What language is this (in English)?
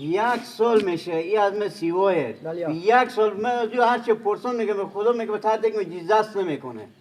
Persian